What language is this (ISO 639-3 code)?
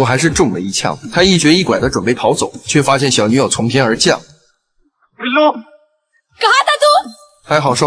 zho